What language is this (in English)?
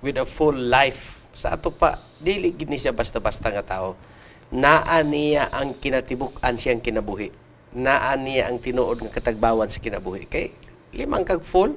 Cebuano